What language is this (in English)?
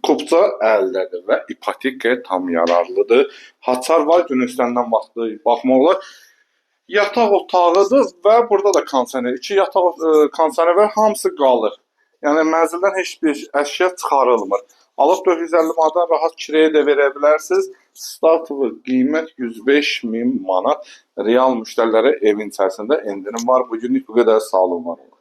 Azerbaijani